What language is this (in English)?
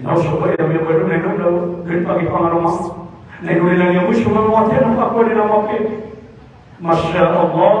Maranao